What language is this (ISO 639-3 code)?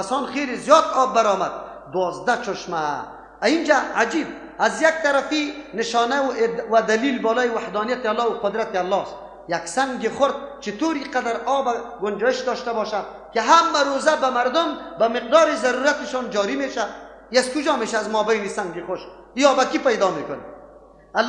fas